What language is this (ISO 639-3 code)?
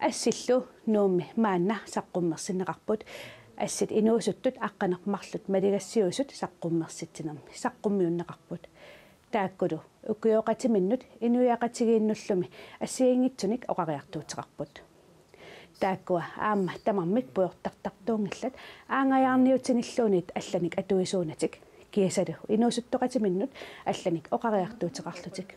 kal